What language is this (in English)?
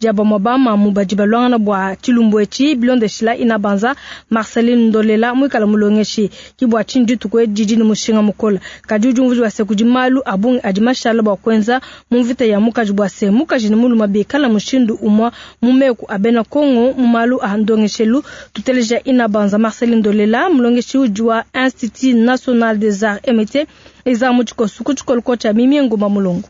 Luba-Lulua